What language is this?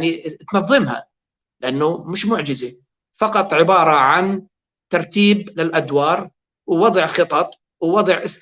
North Levantine Arabic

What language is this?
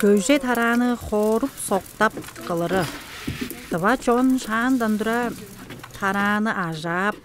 Tuvinian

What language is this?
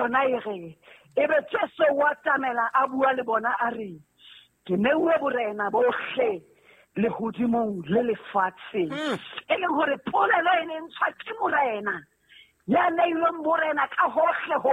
Southern Sotho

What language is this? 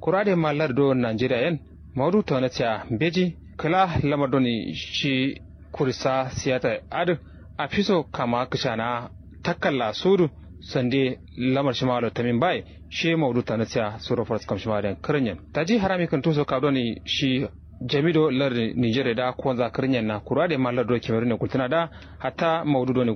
Kanuri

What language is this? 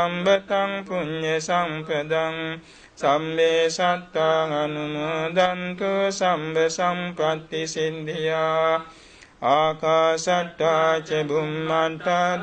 Pali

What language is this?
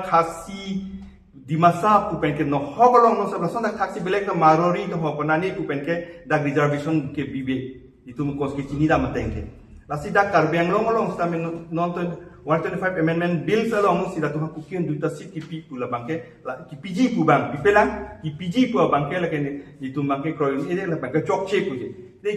Karbi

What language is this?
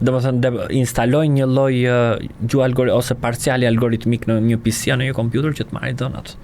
Albanian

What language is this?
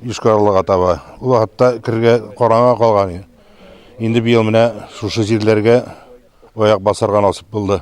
Tatar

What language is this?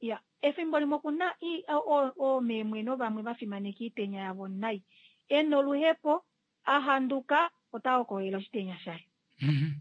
Kuanyama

